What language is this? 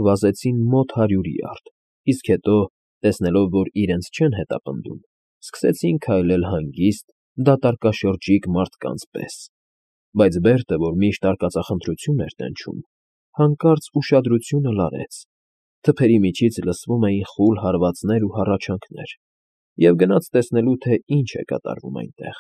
Armenian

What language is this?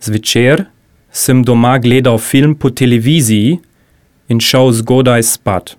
Slovenian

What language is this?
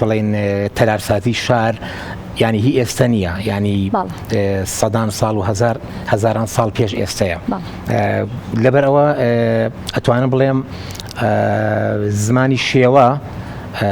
Central Kurdish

